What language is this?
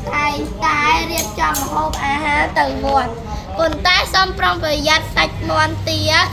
Khmer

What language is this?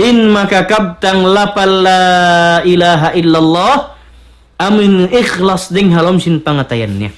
Tausug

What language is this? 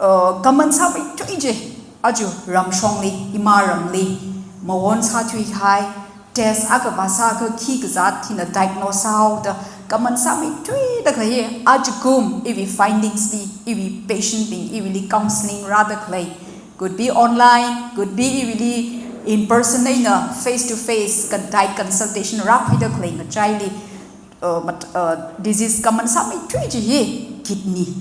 Tangkhul Naga (India)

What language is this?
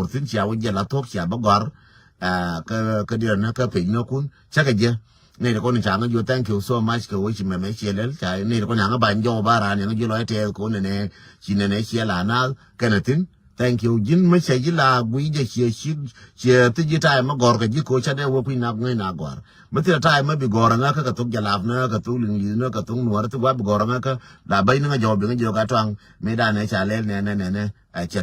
Nuer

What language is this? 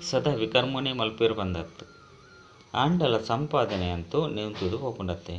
Tulu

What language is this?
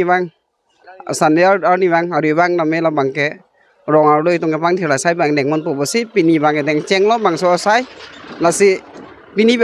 Karbi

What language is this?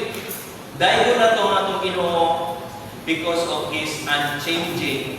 Cebuano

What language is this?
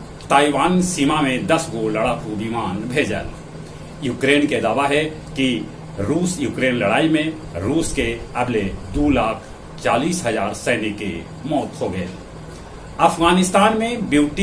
Magahi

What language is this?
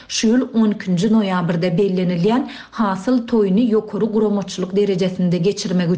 Turkmen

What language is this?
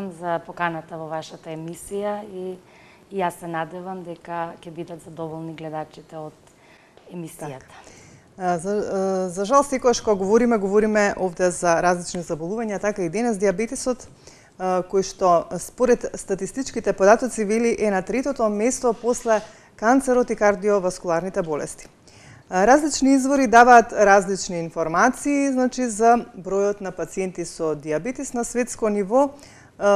Macedonian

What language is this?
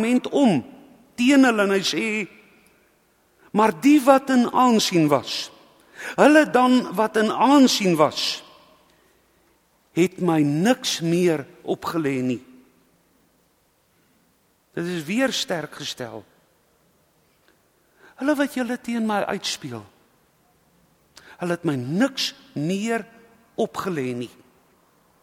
Afrikaans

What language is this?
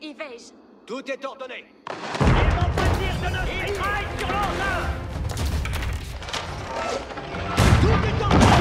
French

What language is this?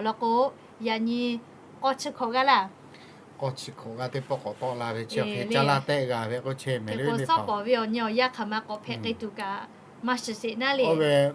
Lahu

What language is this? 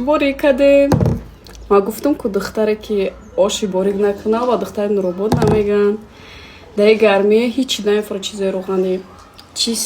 Tajik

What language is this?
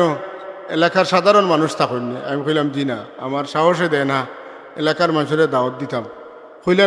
Sylheti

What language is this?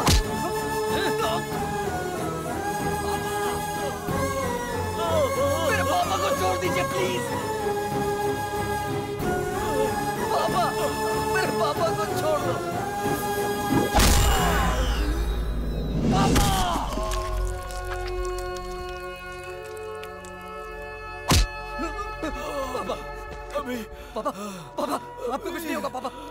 Hindi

